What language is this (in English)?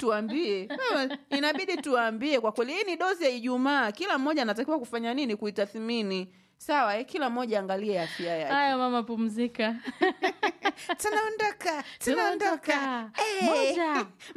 Swahili